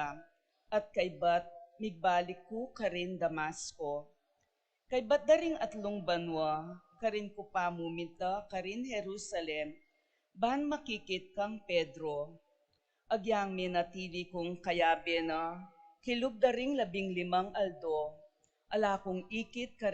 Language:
Pampanga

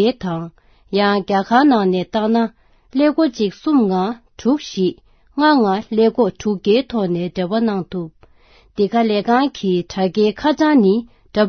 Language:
Tibetan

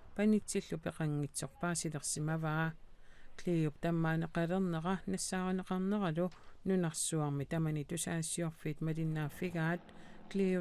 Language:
Kalaallisut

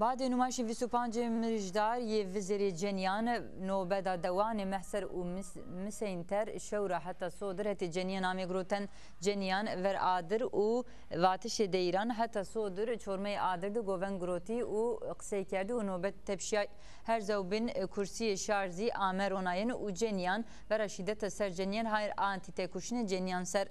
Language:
Zaza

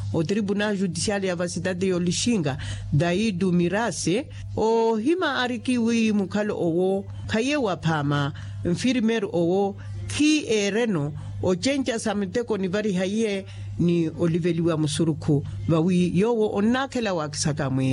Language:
Makhuwa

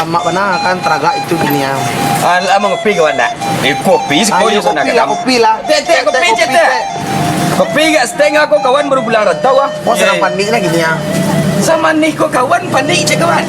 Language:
Minangkabau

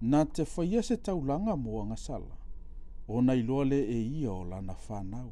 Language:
Samoan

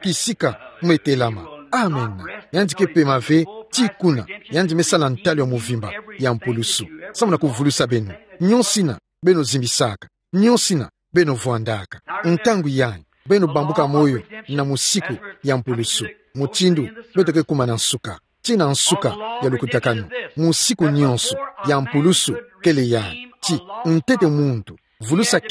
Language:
Kituba (Democratic Republic of Congo)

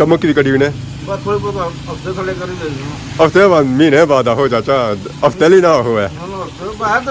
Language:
Pahari-Potwari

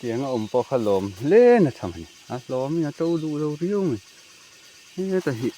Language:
Mizo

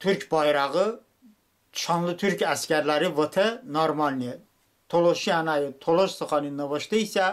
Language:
Talysh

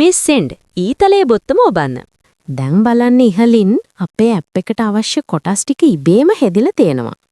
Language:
Sinhala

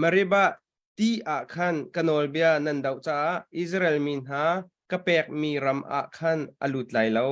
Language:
Hakha Chin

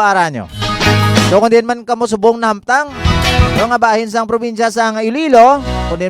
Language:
Hiligaynon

